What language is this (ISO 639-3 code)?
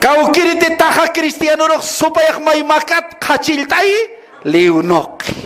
aym